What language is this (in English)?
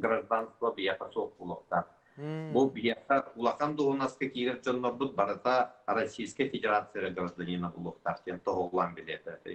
Yakut